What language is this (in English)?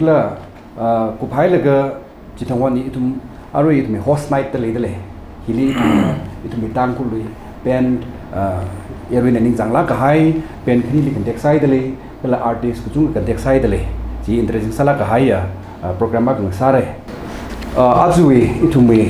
Tangkhul Naga (India)